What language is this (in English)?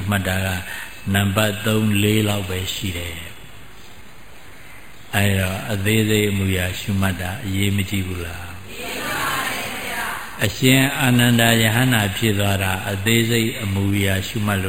Burmese